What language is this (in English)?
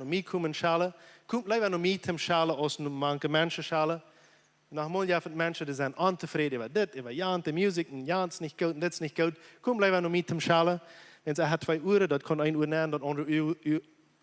Plautdietsch